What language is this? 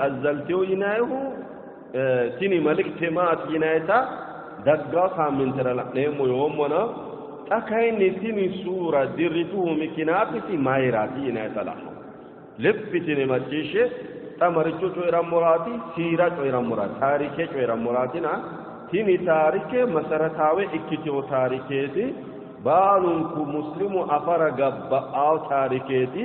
Sidamo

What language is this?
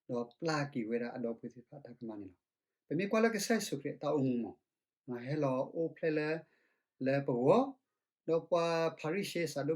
S'gaw Karen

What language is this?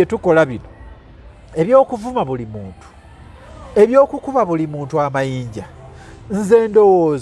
Ganda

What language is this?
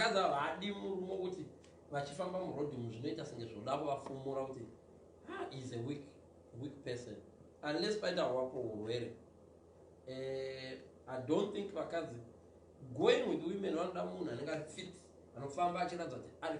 Shona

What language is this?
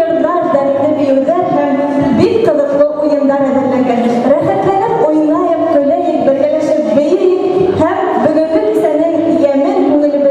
Bashkir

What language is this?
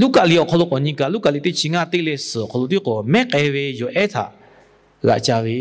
Lahu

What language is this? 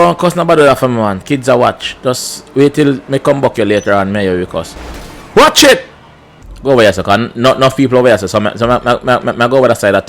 Jamaican Creole English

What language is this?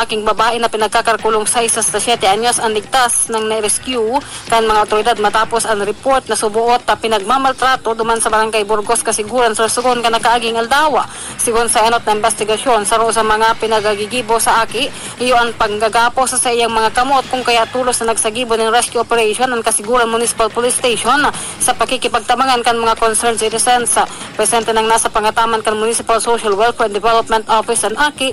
Bikol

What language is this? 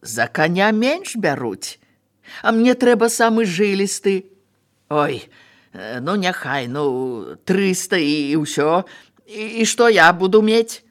Belarusian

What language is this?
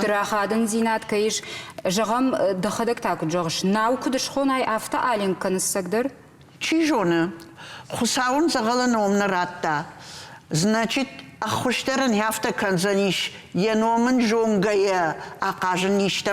Ossetic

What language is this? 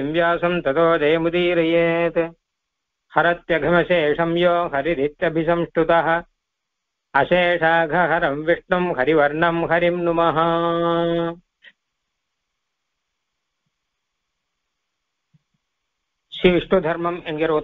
Tamil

